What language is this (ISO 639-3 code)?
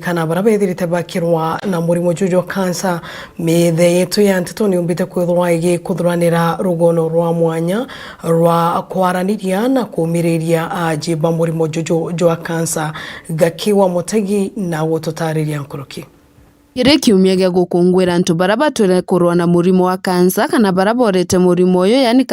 mer